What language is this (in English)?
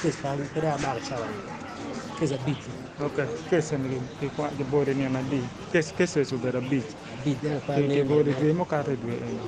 Acoli